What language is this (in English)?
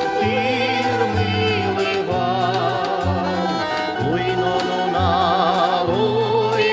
Udmurt